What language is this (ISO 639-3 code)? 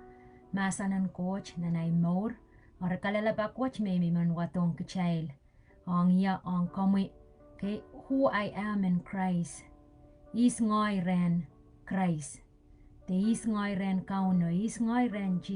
pon